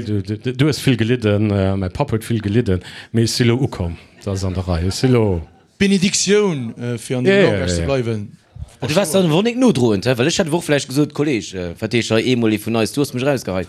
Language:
Luxembourgish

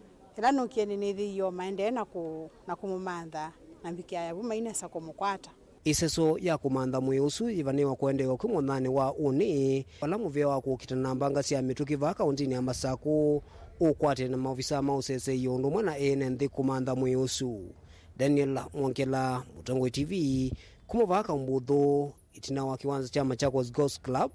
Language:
Kamba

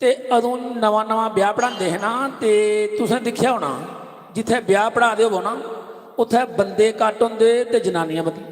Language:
Dogri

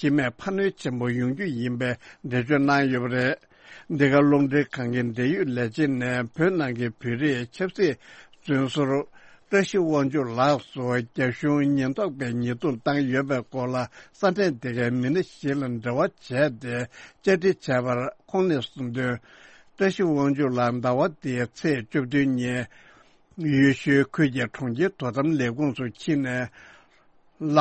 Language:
Tibetan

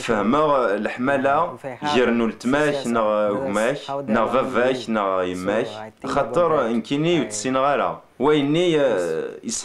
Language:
Kabyle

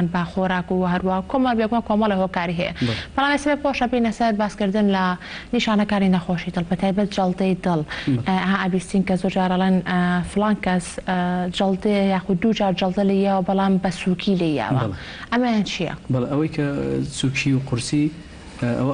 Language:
Central Kurdish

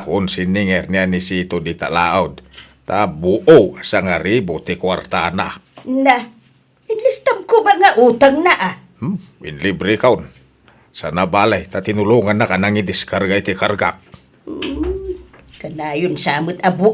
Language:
Iloko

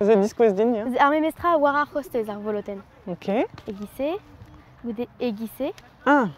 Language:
Breton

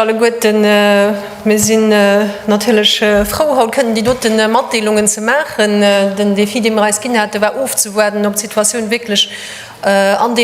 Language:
Luxembourgish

